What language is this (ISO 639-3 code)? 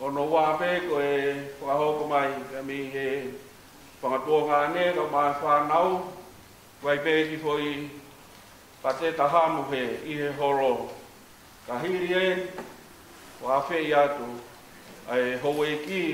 ton